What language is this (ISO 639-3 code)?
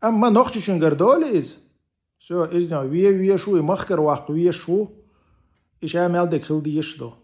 che